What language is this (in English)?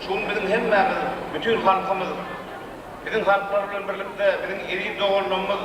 Turkmen